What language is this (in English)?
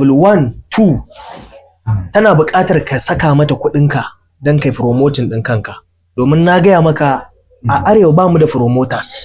Hausa